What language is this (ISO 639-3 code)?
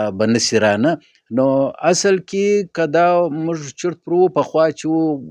pus